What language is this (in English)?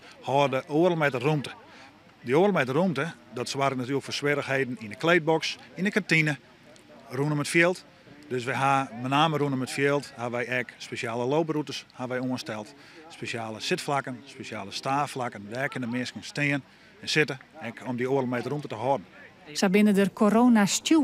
Western Frisian